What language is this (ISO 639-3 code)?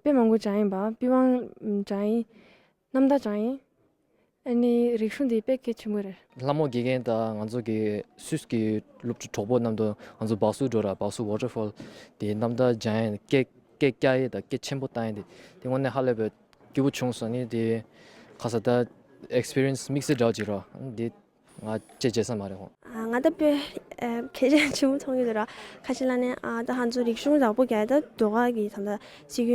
bod